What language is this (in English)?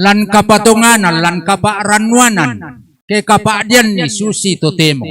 Toraja-Sa'dan